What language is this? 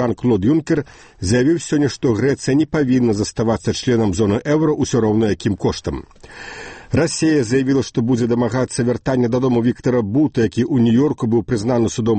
Belarusian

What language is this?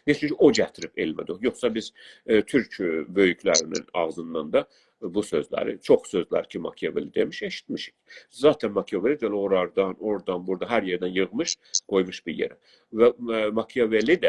South Azerbaijani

